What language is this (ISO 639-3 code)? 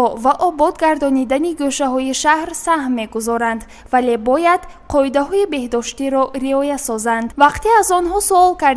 tgk